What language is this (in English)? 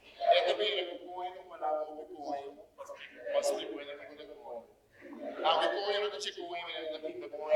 Papiamento